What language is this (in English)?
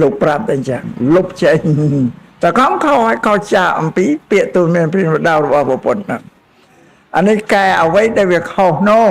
Khmer